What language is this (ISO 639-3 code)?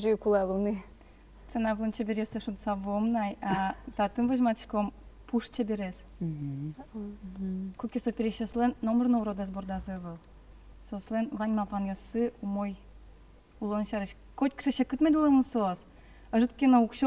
udm